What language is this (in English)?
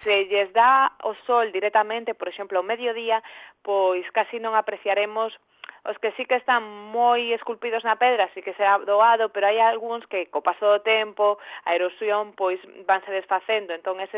Galician